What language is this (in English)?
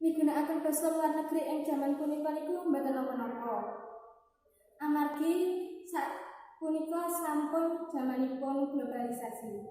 Javanese